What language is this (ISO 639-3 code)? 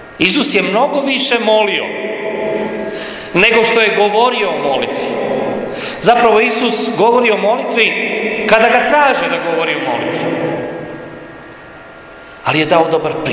hrv